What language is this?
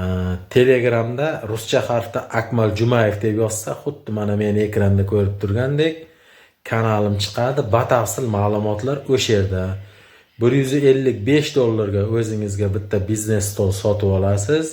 Uzbek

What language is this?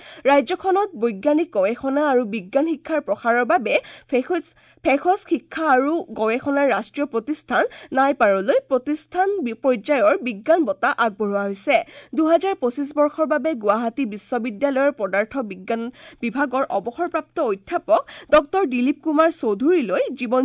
Assamese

